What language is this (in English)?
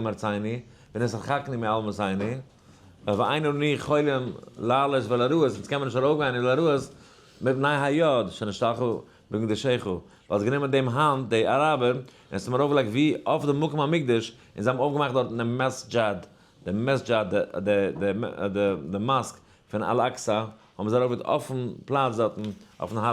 Yiddish